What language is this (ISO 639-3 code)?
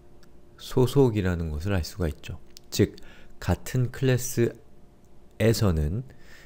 kor